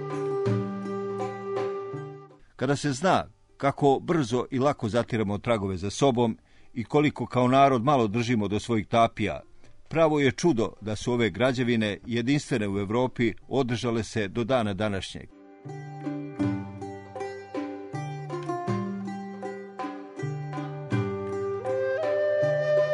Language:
Serbian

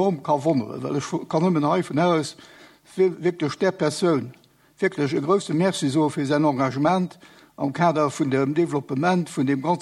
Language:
Luxembourgish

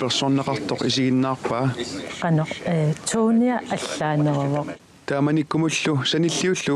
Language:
Kalaallisut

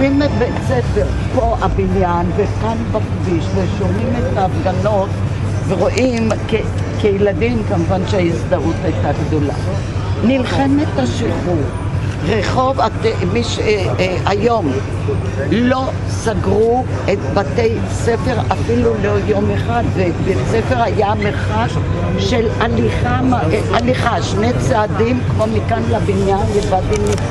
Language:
Hebrew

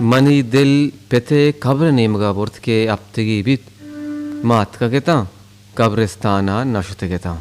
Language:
Baluchi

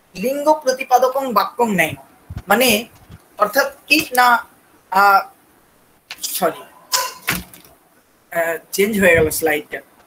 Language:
Bangla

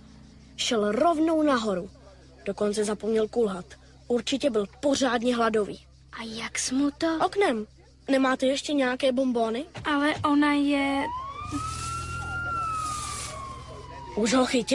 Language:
Czech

